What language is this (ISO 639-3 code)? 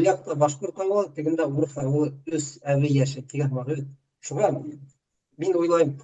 bak